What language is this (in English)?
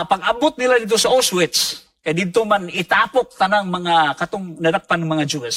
Cebuano